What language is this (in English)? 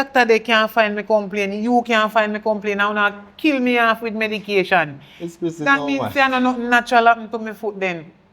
Jamaican Creole English